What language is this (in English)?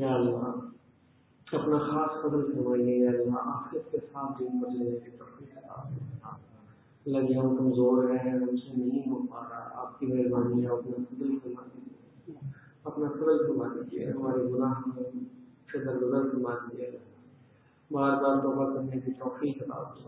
Urdu